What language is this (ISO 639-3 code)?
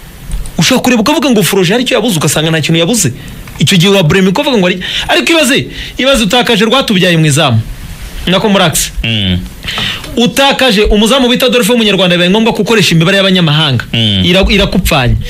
kin